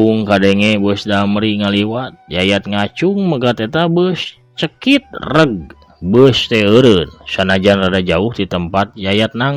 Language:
Sundanese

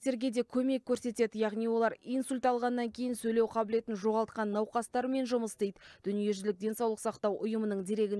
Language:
Kazakh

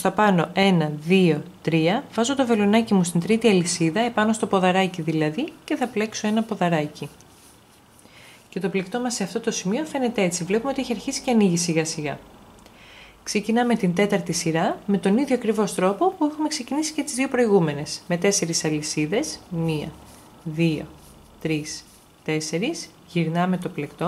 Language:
Greek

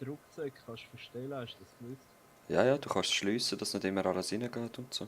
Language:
Swiss German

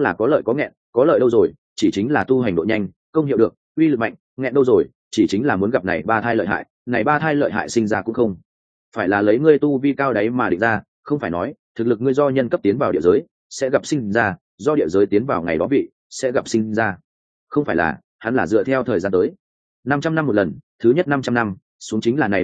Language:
Vietnamese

